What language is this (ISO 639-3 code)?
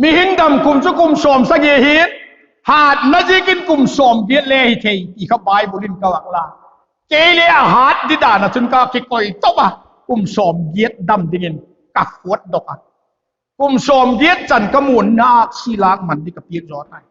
vap